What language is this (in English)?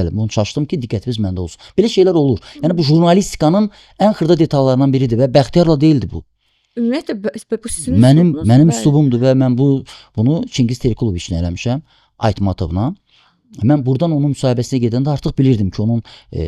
Azerbaijani